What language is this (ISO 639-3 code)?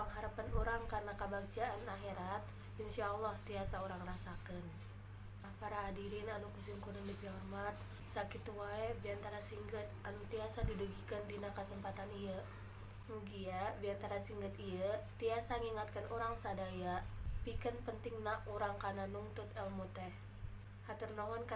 sun